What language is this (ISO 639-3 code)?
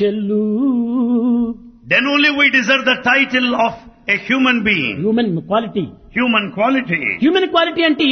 tel